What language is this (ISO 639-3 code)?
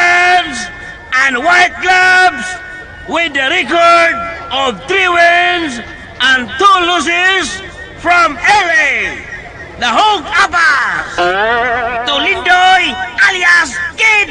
ceb